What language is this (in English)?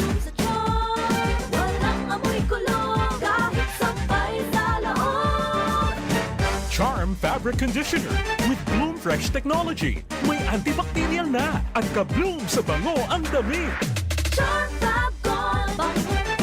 Bikol